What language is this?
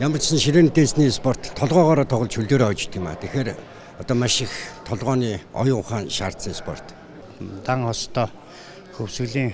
Mongolian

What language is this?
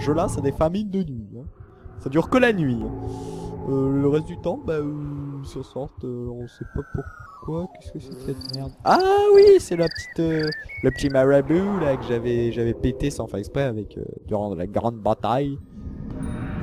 French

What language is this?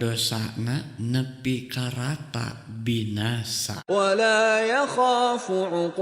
Sundanese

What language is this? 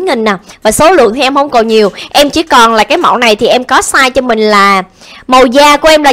Vietnamese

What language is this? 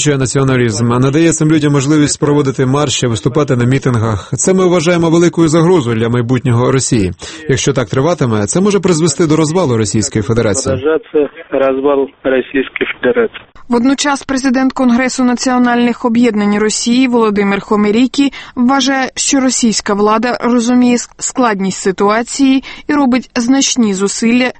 Ukrainian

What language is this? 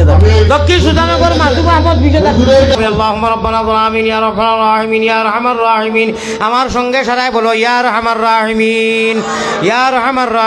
Sylheti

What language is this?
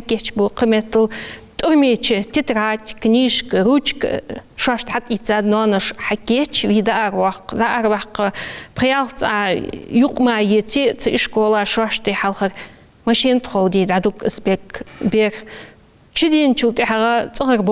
Ingush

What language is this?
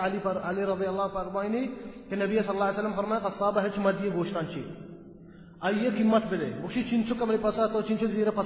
Baluchi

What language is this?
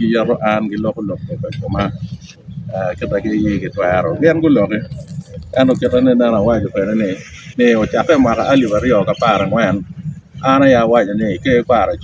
Acoli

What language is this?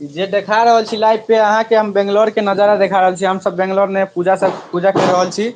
Maithili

